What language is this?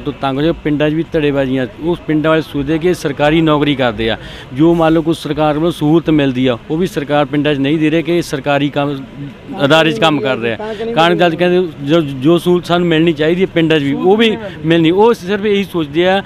Punjabi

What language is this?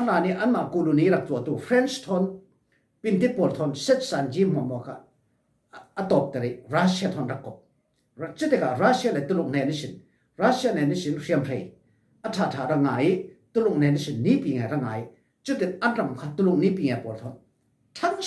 Falam Chin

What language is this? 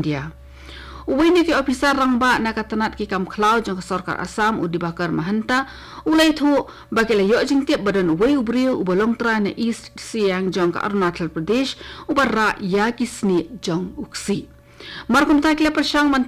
Khasi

